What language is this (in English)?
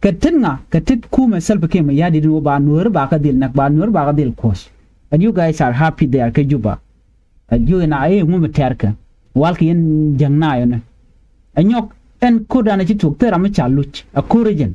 Nuer